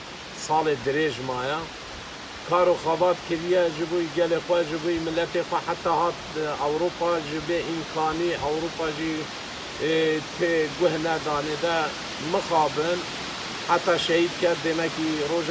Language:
Kurdish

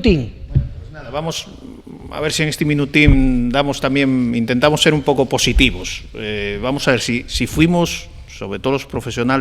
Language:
Asturian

